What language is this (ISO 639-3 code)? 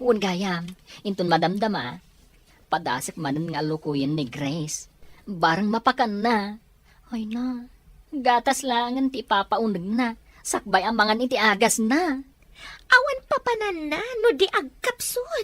ilo